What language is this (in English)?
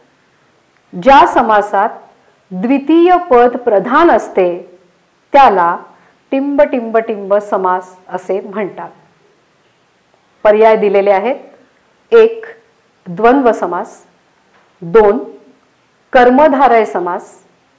Marathi